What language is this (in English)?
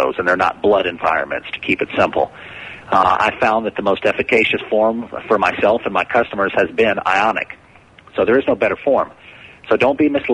English